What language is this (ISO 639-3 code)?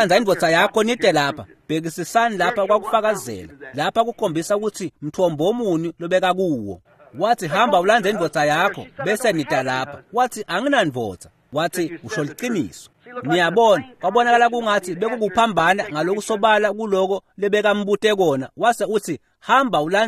ssw